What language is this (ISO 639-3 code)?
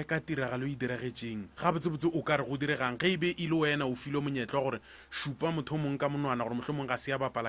nso